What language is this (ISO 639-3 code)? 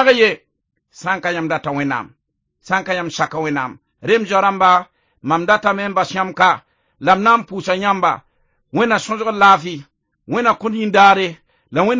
mos